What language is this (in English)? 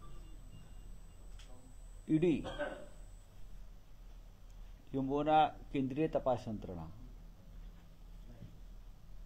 Marathi